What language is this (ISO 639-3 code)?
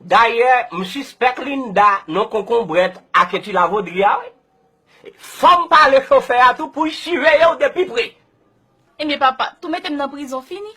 hat